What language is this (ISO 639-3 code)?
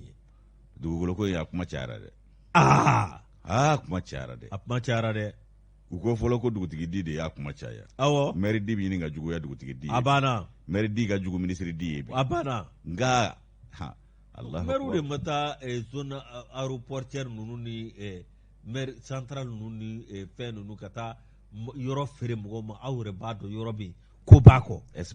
bam